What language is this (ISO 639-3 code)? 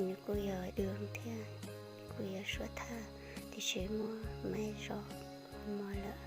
hmn